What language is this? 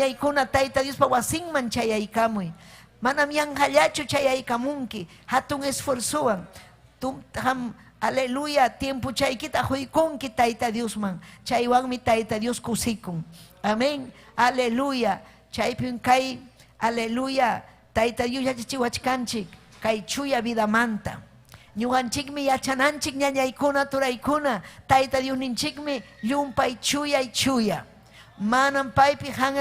Ayacucho Quechua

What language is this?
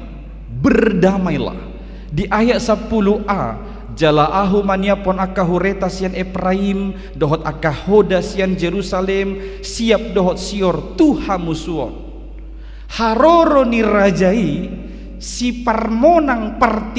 Batak Toba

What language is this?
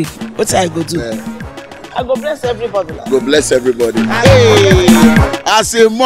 Nigerian Pidgin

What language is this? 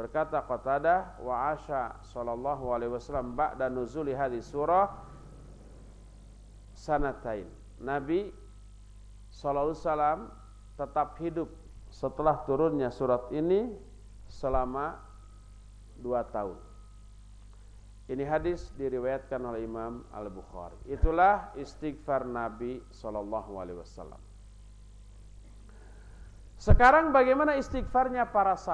Indonesian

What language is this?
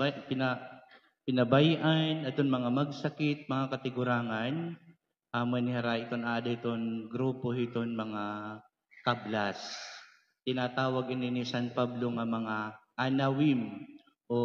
Waray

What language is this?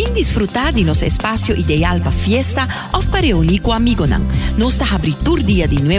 Papiamento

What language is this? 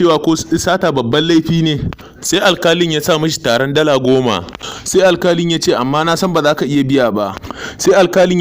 Hausa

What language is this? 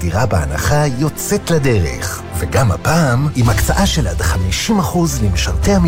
Hebrew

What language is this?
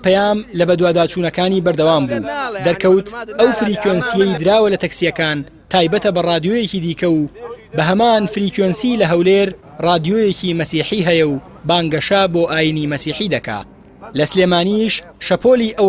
Central Kurdish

